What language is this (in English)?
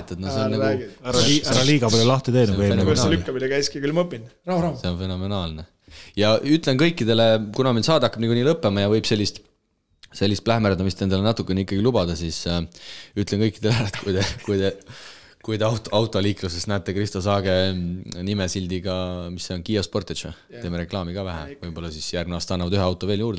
Estonian